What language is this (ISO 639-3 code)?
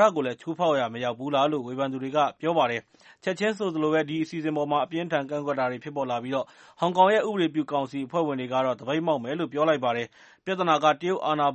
mya